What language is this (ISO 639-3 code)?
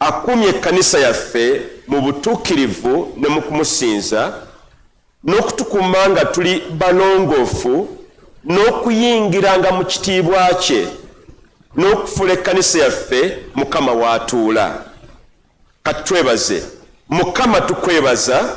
lug